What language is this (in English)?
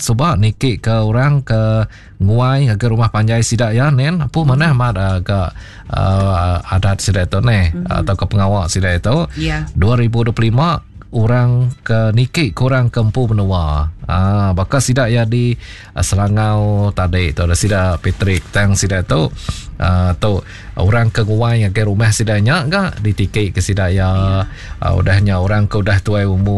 Iban